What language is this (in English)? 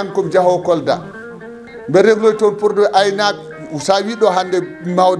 Fula